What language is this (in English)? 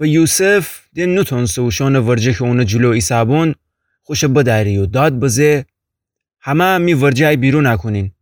Gilaki